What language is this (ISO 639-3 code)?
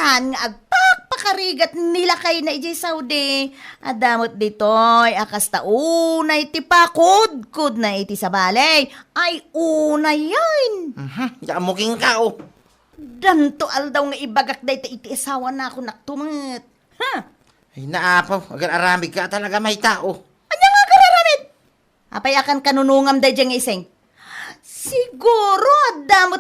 ilo